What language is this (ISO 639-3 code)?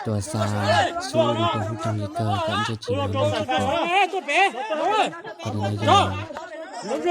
hmn